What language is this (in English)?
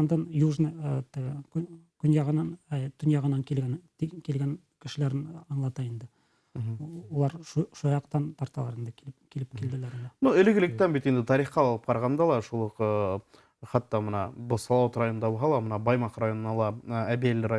Bashkir